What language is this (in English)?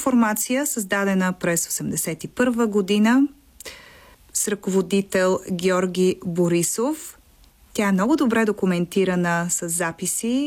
Bulgarian